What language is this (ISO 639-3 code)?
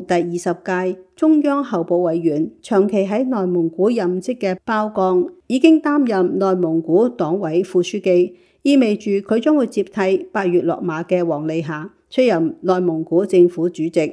yue